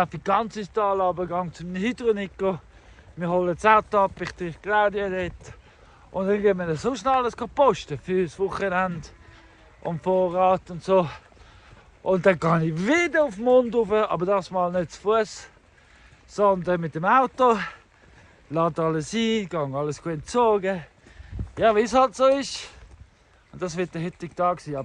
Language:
Swiss German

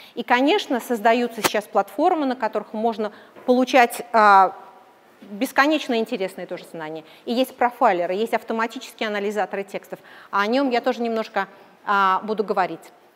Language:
Russian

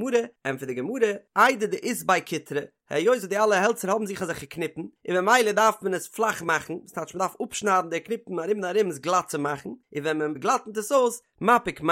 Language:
Yiddish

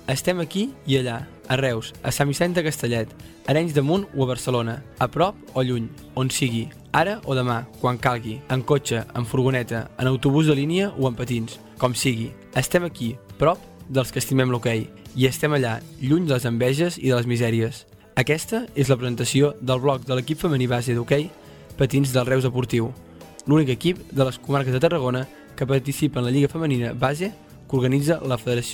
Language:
Catalan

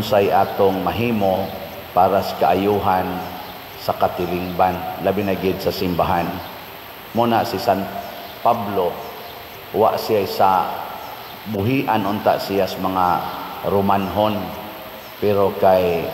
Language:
Cebuano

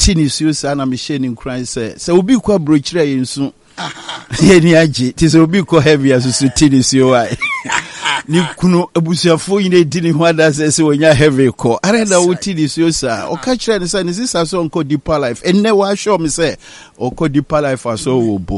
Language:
Akan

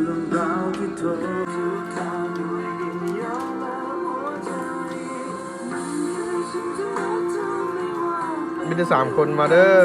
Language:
Lao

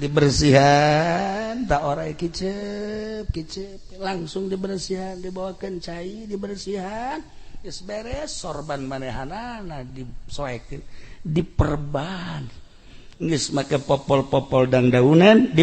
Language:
Sundanese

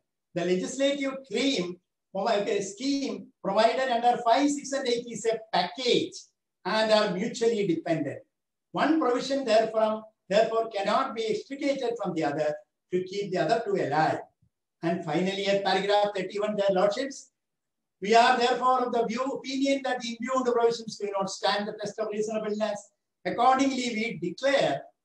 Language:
English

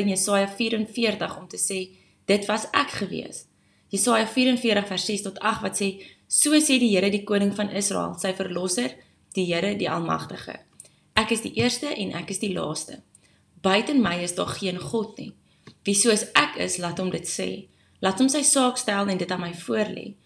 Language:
Afrikaans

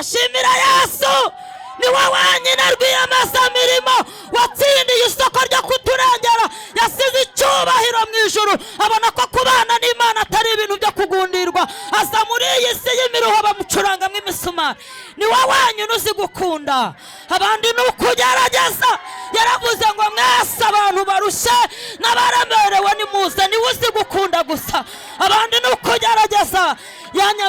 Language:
Kinyarwanda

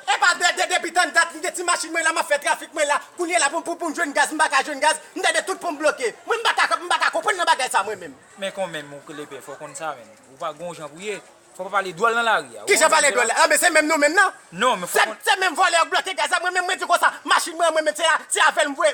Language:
Haitian Creole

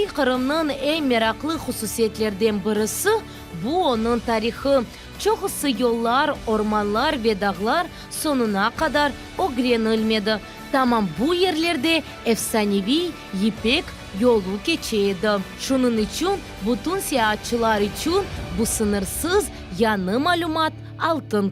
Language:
Crimean Tatar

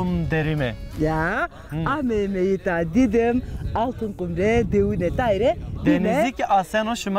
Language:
Zaza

